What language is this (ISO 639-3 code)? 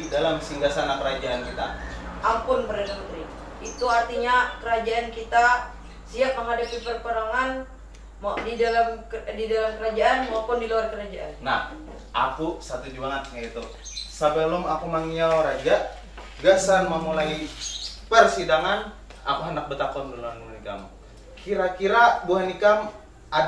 bjn